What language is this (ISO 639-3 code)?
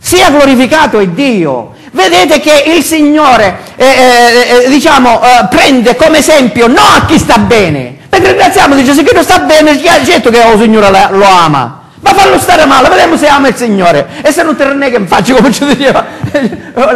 ita